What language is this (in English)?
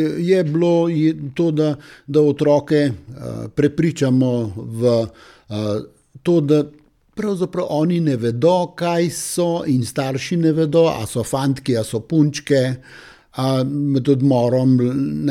Slovenian